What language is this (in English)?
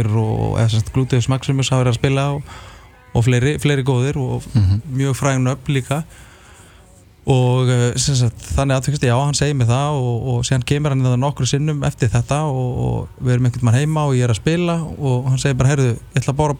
Icelandic